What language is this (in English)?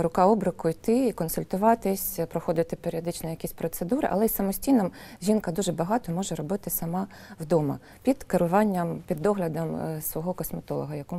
Ukrainian